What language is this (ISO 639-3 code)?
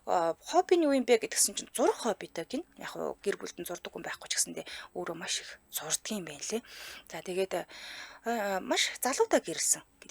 mon